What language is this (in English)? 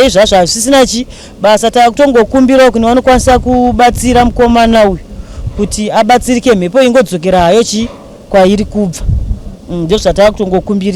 Shona